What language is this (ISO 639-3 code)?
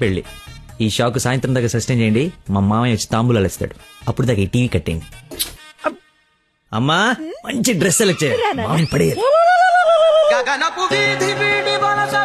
tel